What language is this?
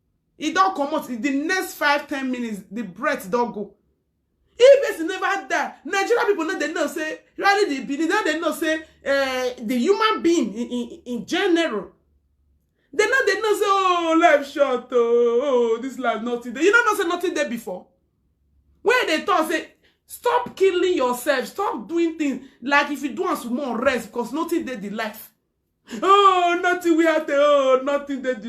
Nigerian Pidgin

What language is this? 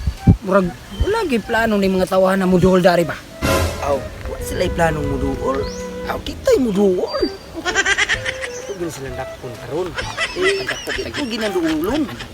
Cebuano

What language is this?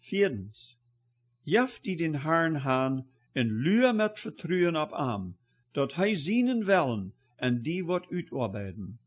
Plautdietsch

